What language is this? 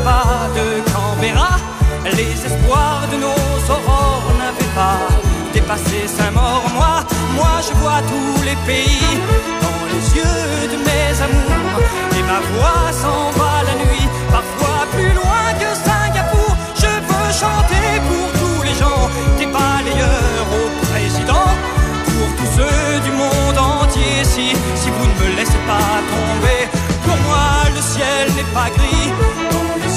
French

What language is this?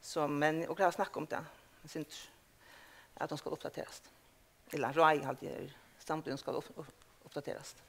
Faroese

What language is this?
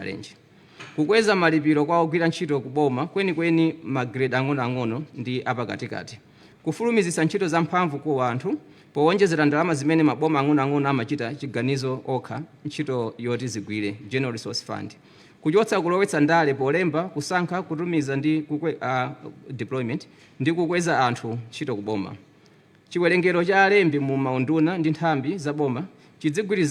Nyanja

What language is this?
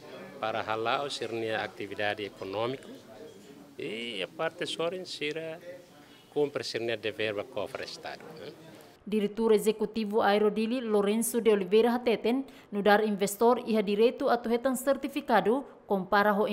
Tetum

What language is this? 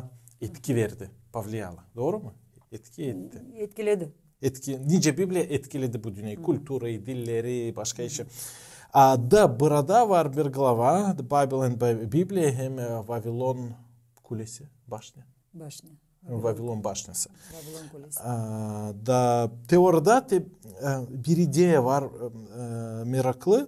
Gagauz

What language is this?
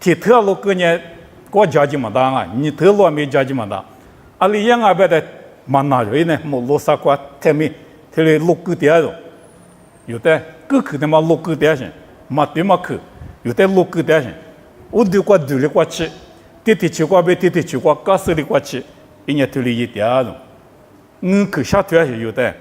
Lisu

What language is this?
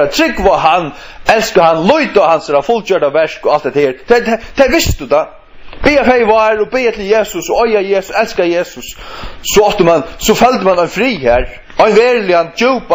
Faroese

